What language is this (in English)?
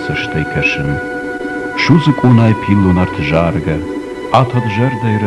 Ossetic